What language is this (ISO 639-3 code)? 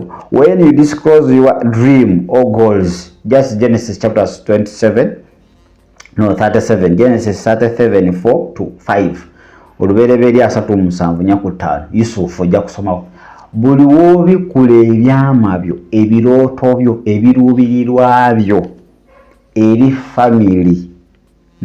lug